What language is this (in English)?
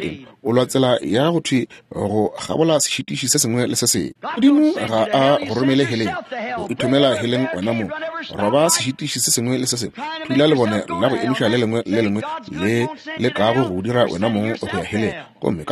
Northern Sotho